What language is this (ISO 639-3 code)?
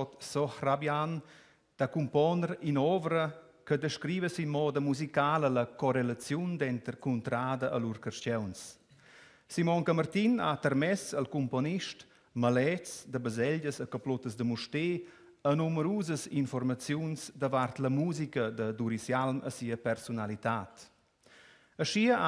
roh